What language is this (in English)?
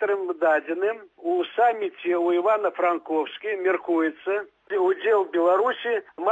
Belarusian